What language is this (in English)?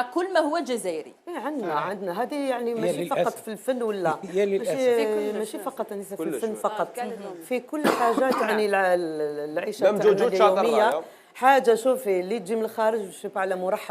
Algerian Arabic